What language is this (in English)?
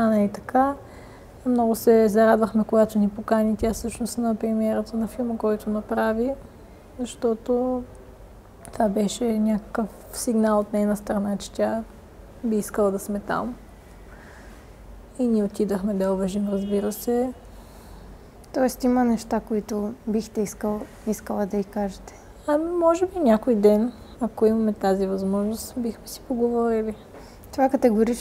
Bulgarian